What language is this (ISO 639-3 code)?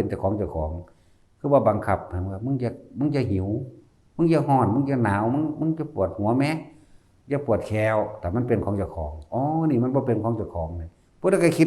tts